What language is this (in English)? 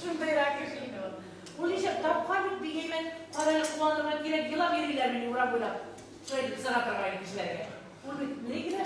Bashkir